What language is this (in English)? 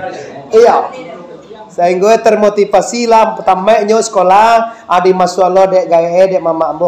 Minangkabau